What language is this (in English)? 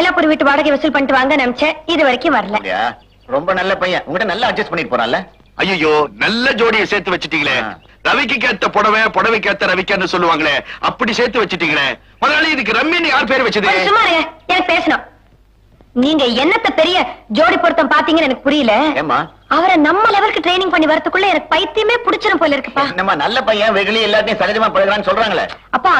Tamil